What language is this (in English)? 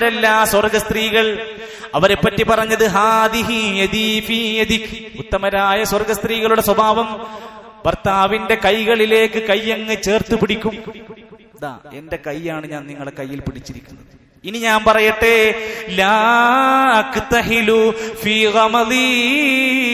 Malayalam